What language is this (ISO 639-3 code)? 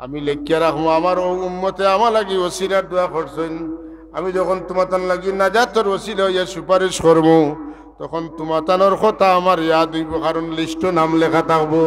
syl